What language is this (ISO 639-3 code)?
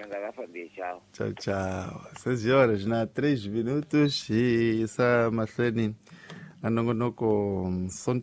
tso